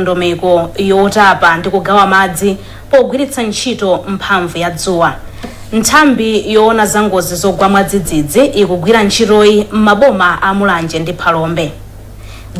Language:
Nyanja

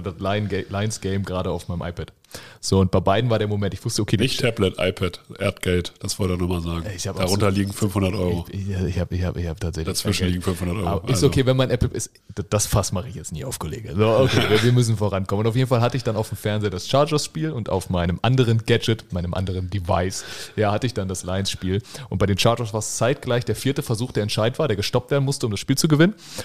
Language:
German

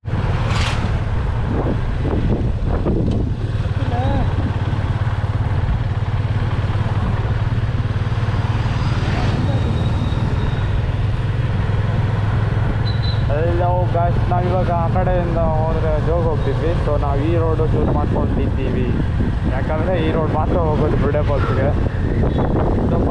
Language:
Kannada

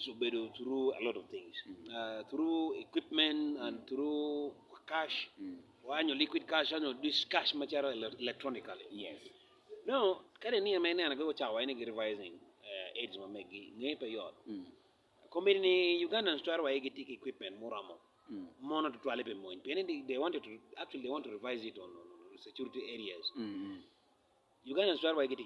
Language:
Acoli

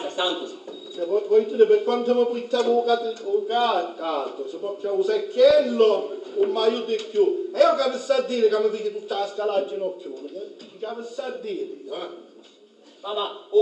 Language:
Sicilian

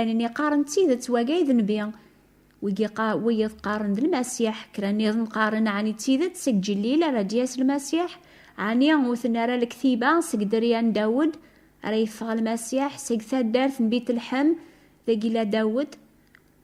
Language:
Kabyle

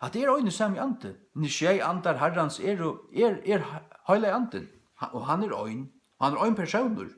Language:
Faroese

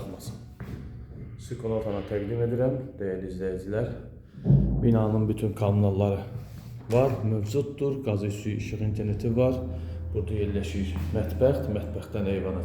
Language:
Azerbaijani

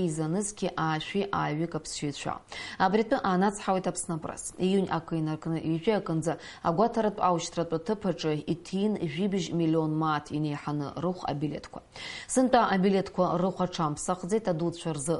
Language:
Abkhazian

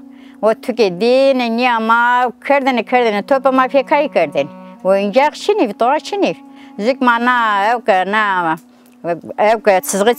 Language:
Zaza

